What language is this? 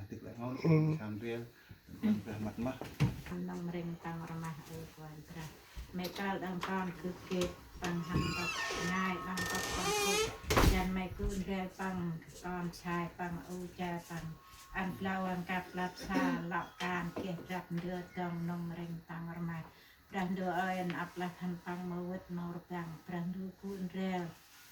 Central Mnong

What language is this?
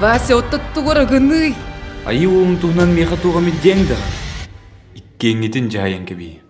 Yakut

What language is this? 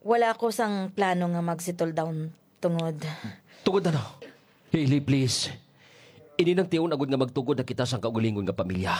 Hiligaynon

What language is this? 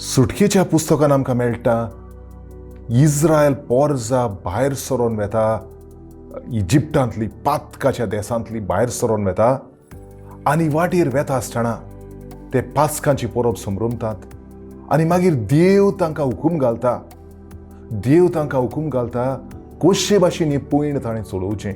Konkani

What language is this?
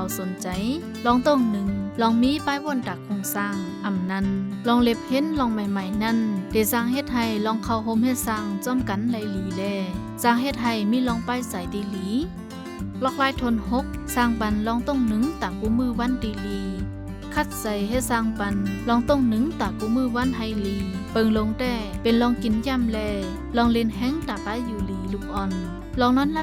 Shan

